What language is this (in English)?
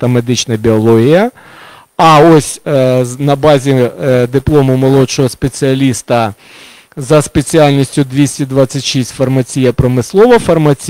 Ukrainian